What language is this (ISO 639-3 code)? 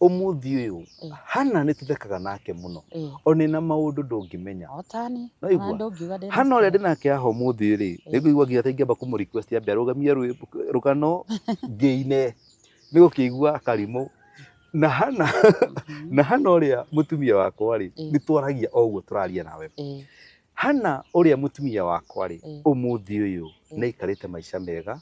kik